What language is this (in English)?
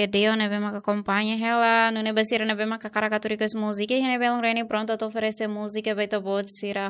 Tetum